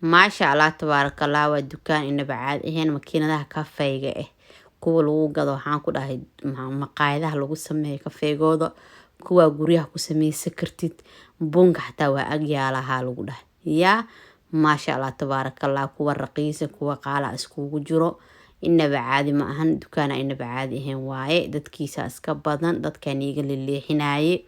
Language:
Somali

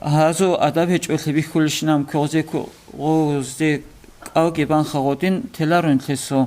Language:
Avaric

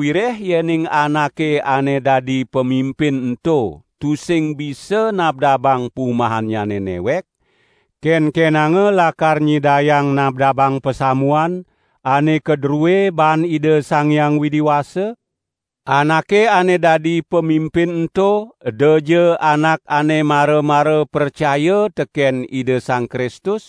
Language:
Balinese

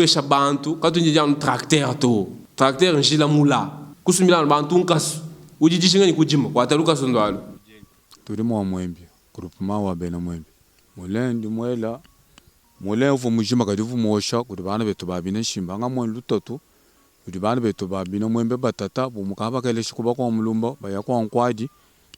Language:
Luba-Lulua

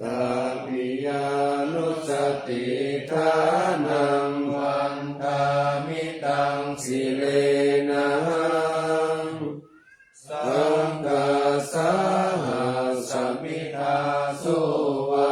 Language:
Pali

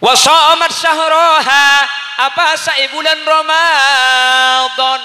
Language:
Madurese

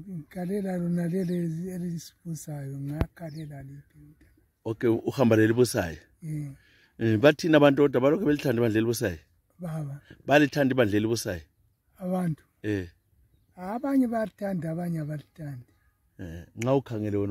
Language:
North Ndebele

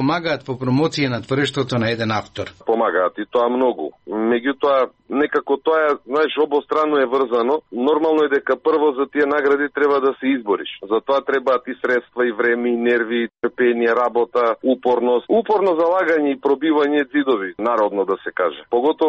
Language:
Macedonian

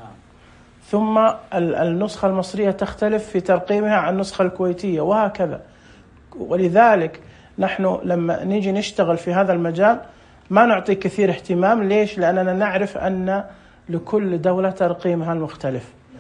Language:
Najdi Arabic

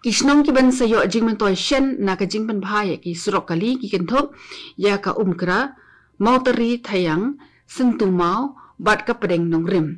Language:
Khasi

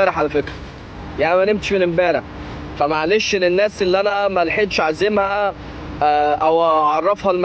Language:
Egyptian Arabic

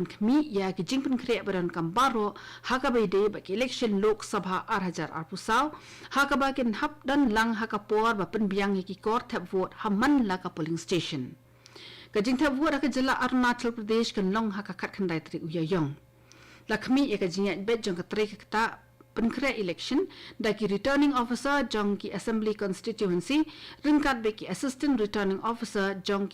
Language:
Khasi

